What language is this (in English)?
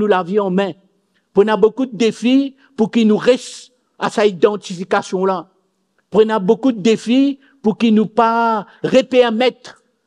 Morisyen